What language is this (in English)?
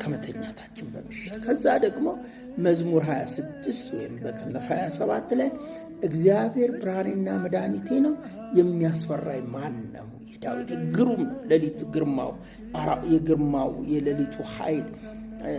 Amharic